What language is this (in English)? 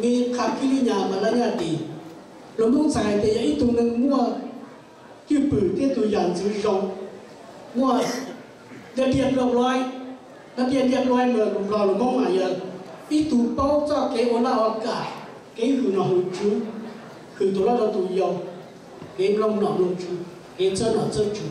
Hmong